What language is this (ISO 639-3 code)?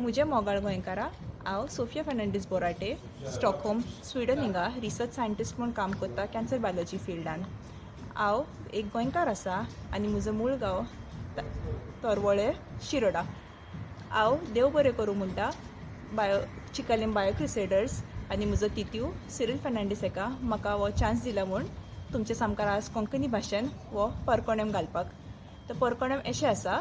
kok